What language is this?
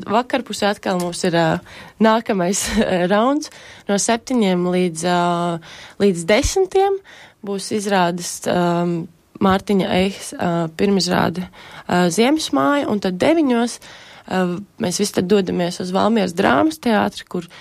Latvian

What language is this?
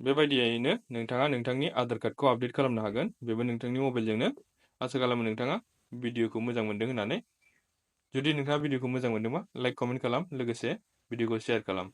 Bodo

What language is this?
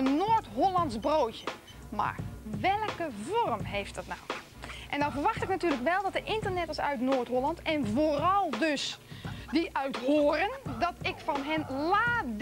Dutch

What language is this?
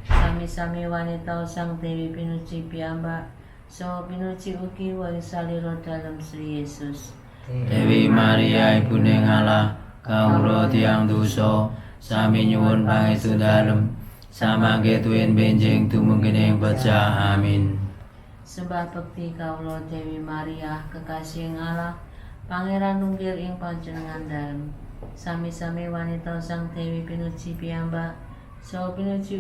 Javanese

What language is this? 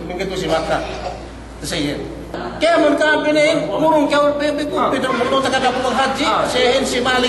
Yakan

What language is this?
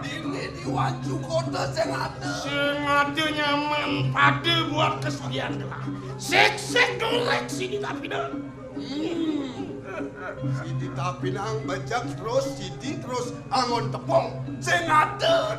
Balinese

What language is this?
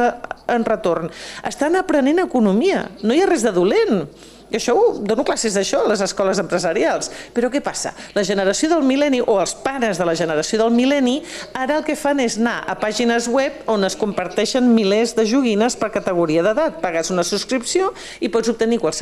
Catalan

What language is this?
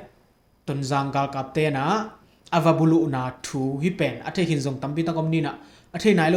Tedim Chin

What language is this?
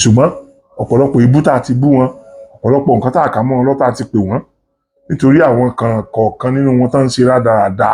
Yoruba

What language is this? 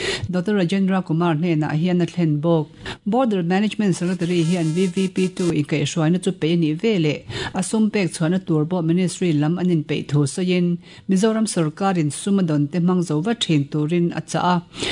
Mizo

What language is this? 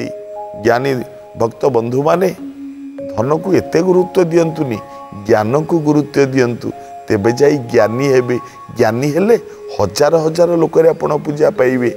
Odia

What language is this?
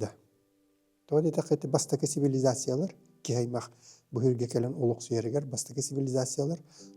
Yakut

